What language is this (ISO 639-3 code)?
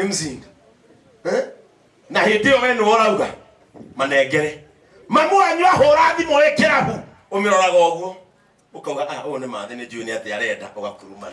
kik